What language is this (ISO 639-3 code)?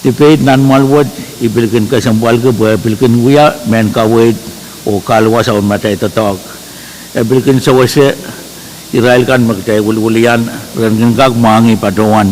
pon